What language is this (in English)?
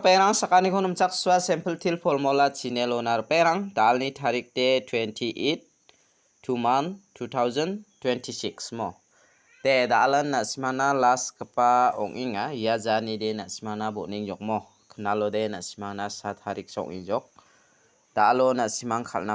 Garo